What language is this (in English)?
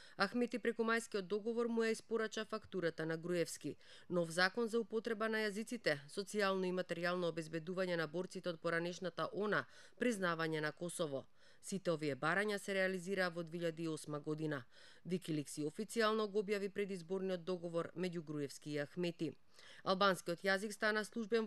Macedonian